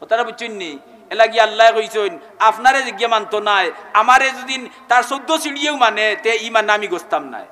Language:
Sylheti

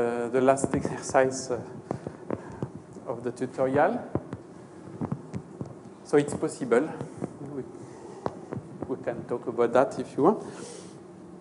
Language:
English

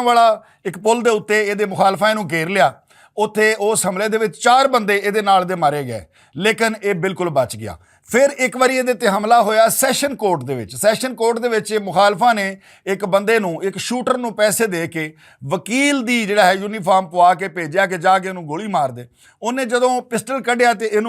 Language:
Western Panjabi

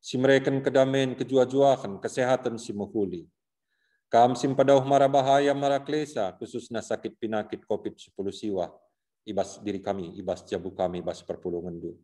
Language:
Batak Karo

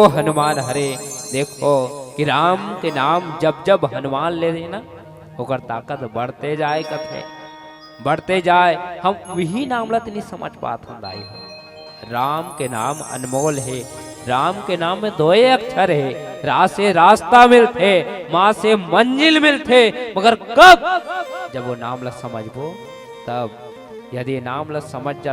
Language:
Chhattisgarhi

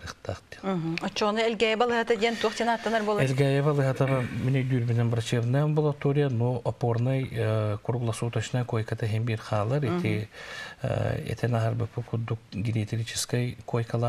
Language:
Yakut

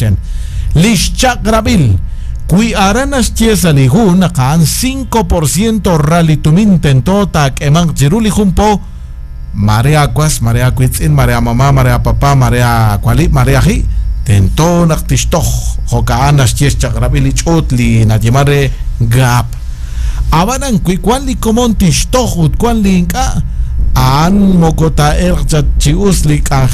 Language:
Kekchí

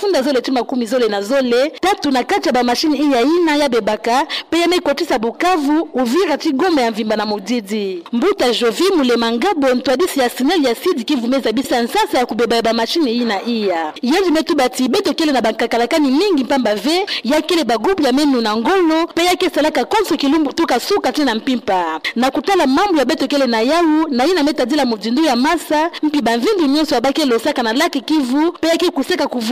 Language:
Kituba (Democratic Republic of Congo)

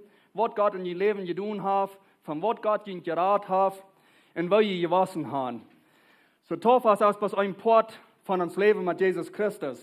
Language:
Plautdietsch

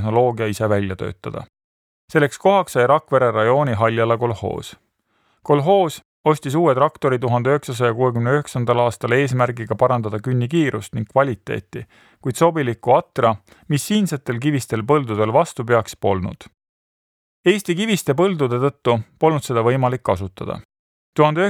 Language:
Estonian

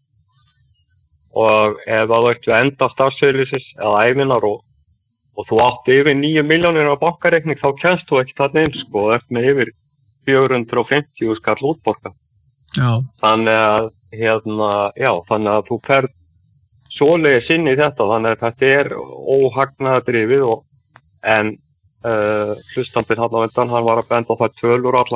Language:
Icelandic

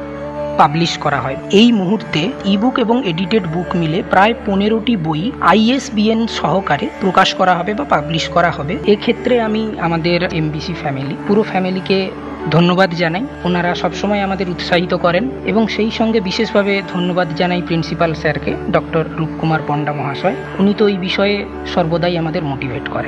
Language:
Bangla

